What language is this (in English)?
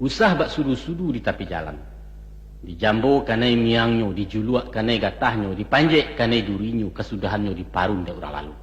Minangkabau